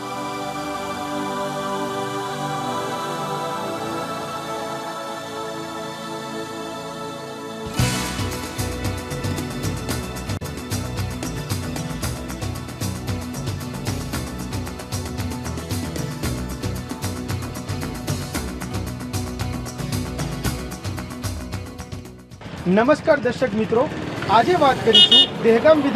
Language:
Gujarati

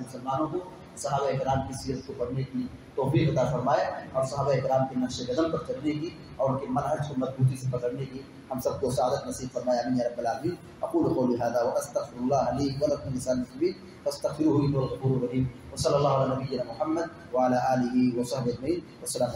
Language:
Urdu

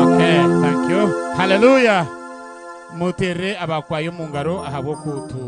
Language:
Nyankole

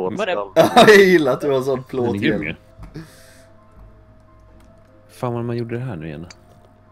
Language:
Swedish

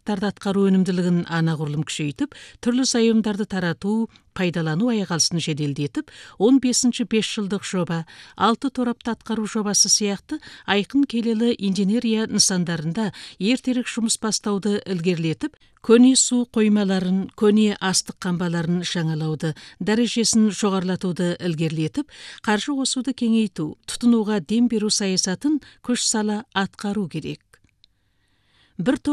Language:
Kazakh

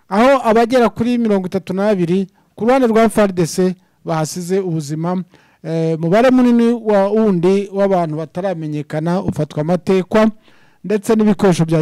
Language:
Kinyarwanda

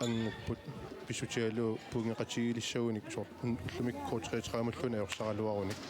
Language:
Kalaallisut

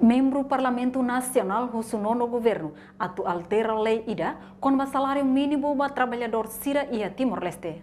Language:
Tetum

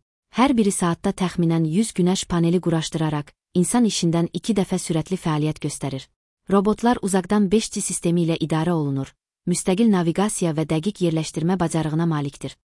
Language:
Azerbaijani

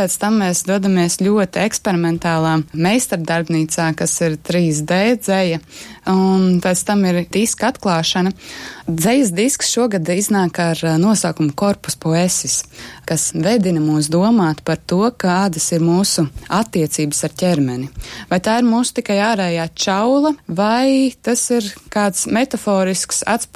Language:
Latvian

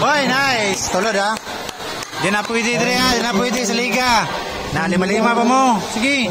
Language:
Cebuano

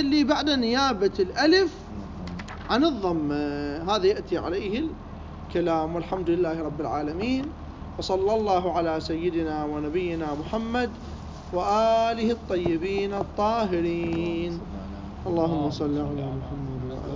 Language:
Mesopotamian Arabic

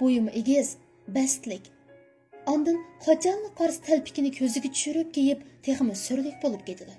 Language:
Uyghur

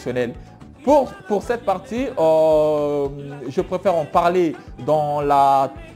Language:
French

